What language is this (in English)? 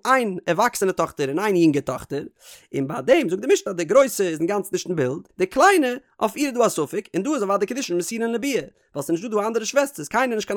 Yiddish